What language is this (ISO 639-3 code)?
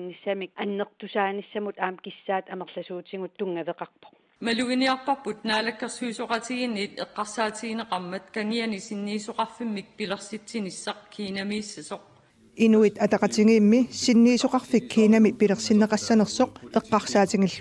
kal